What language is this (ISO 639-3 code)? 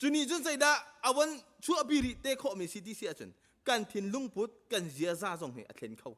cnh